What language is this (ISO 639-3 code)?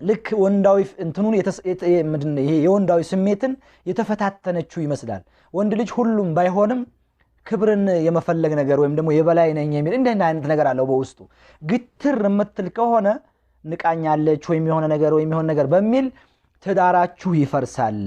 amh